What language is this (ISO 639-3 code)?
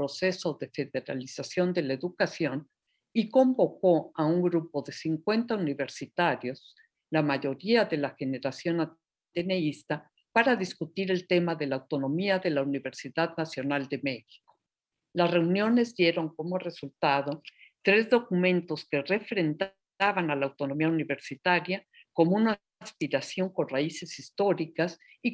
spa